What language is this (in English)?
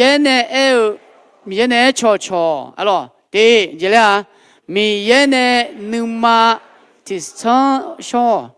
Akha